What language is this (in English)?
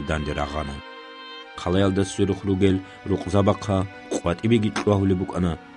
Avaric